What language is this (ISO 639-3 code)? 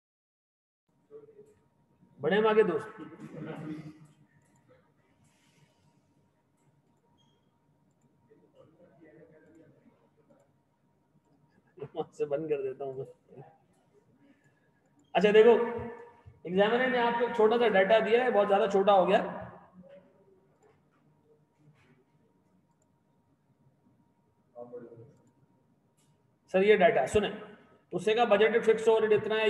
hin